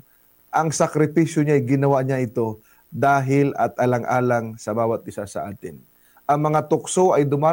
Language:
Filipino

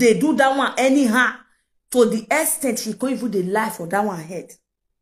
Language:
Nigerian Pidgin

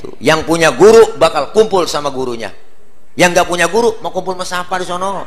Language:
Betawi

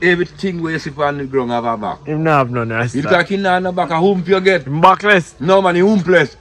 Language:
Jamaican Creole English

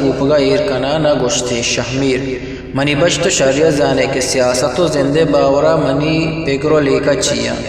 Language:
Eastern Balochi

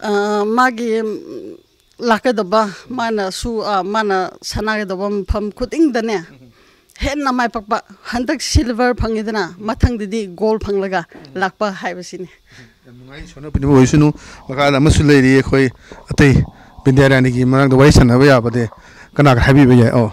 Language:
Manipuri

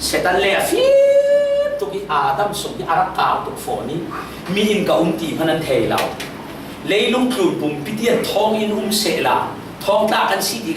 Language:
Falam Chin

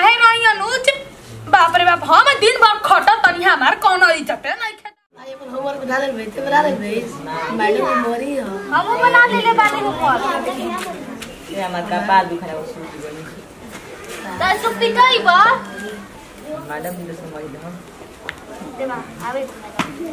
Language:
Bhojpuri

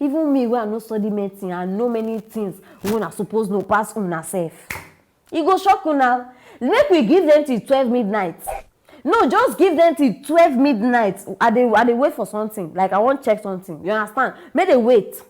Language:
Nigerian Pidgin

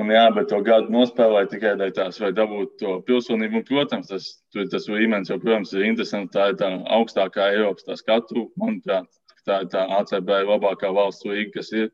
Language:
Latvian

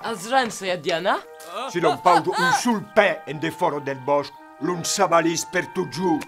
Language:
Occitan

